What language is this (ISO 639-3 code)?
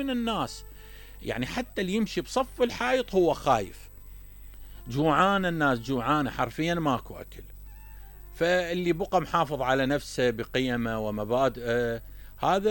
acm